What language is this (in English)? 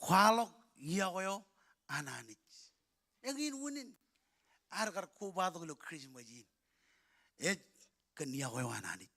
Marshallese